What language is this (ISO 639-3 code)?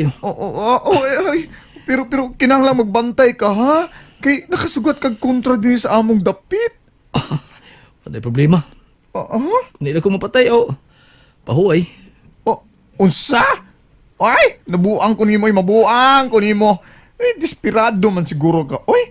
ceb